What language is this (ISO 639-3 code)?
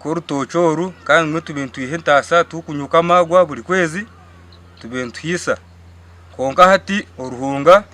nyn